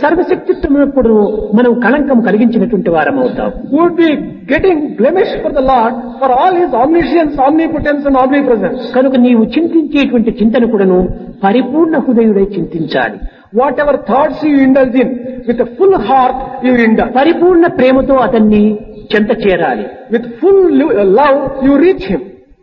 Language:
Telugu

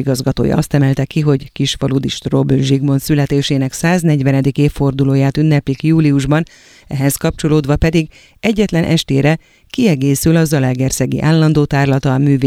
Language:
Hungarian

